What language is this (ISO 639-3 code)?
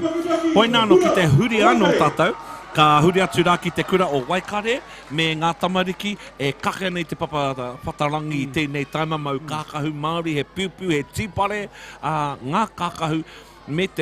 mri